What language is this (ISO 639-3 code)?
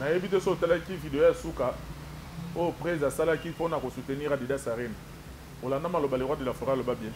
lin